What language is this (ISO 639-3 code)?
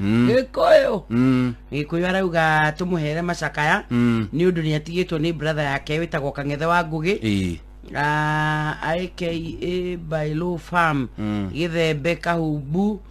kik